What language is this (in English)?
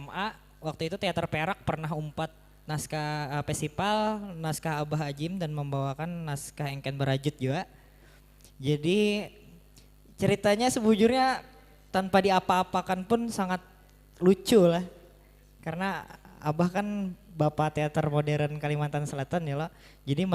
Banjar